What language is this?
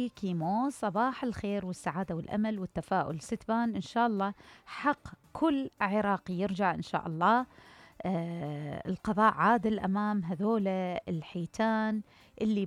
Mesopotamian Arabic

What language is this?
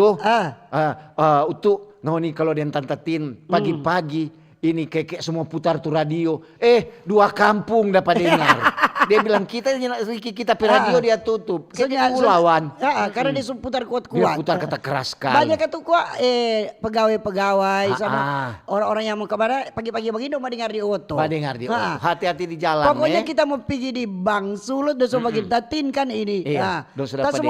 Manado Malay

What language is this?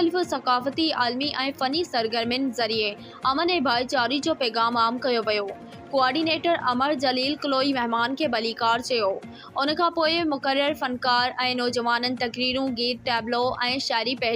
Sindhi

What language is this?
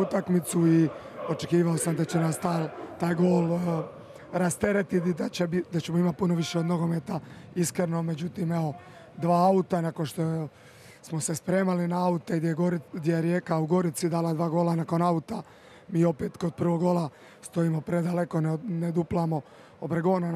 Croatian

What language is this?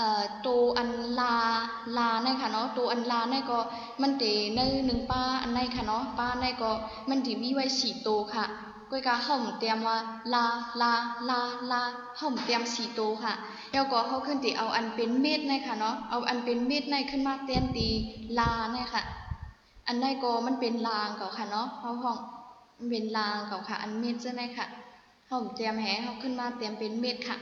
Shan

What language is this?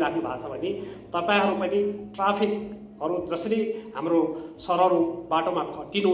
Nepali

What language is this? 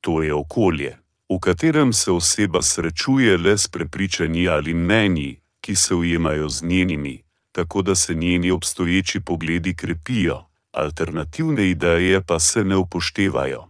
Slovenian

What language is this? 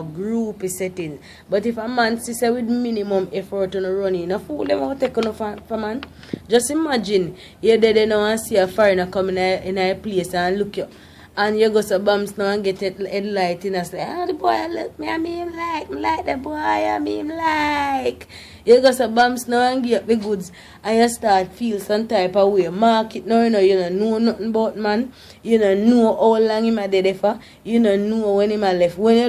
Jamaican Creole English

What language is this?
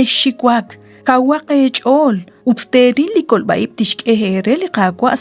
Kekchí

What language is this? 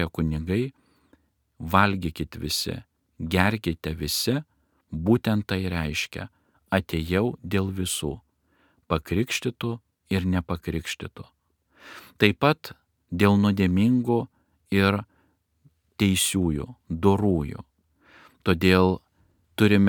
Lithuanian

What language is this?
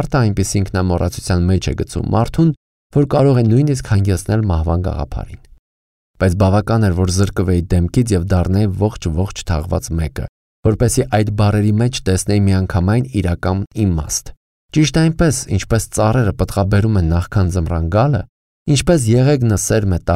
Armenian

